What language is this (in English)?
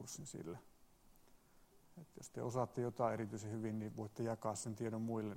Finnish